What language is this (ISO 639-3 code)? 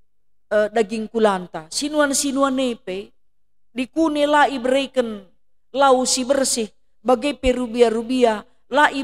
btx